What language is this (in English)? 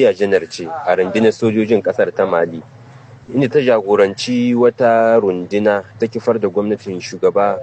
Hausa